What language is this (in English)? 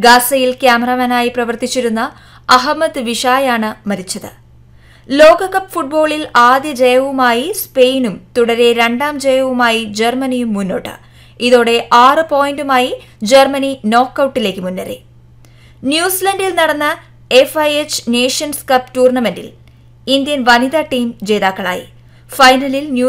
Malayalam